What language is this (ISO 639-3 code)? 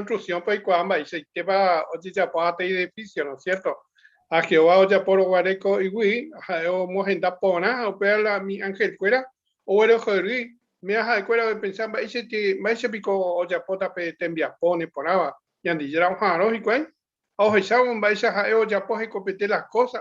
grn